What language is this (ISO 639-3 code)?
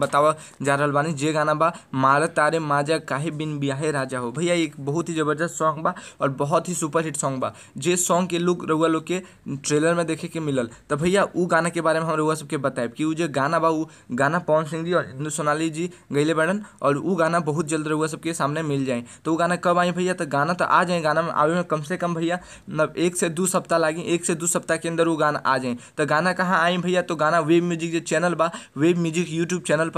bho